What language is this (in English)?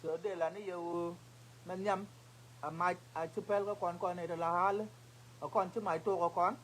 Nuer